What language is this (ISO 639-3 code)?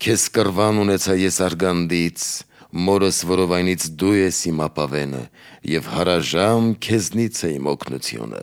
hye